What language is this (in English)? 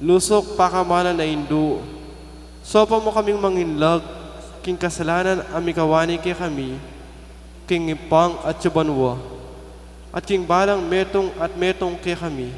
Pampanga